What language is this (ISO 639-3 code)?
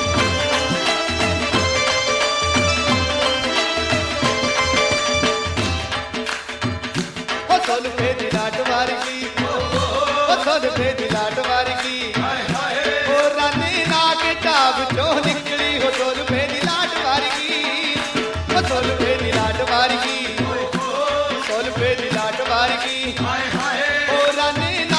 pan